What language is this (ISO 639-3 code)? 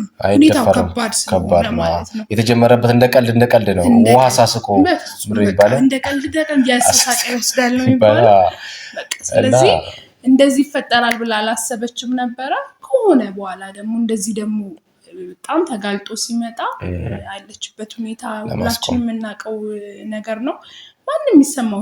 amh